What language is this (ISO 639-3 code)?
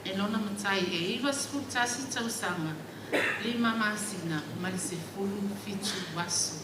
smo